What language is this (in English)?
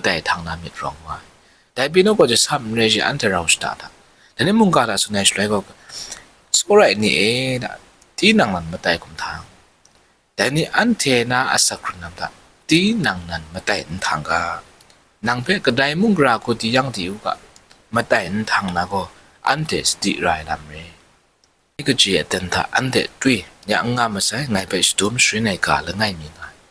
Kachin